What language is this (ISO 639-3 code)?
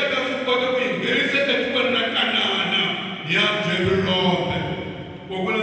tso